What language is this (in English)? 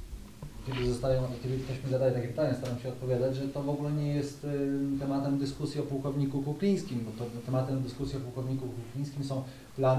Polish